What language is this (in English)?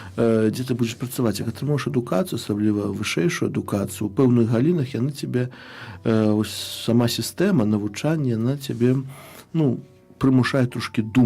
Belarusian